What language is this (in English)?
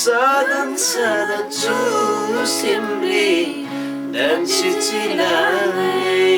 Eastern Tamang